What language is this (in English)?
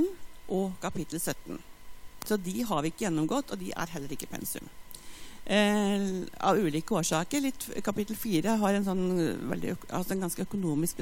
Norwegian